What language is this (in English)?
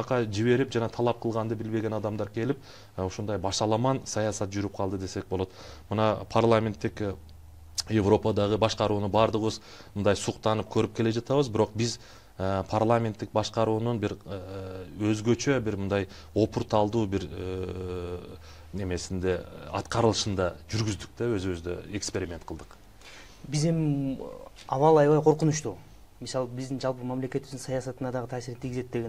Kyrgyz